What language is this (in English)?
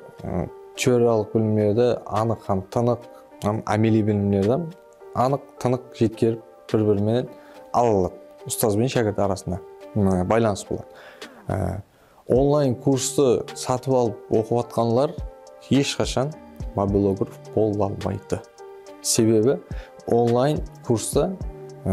Kara-Kalpak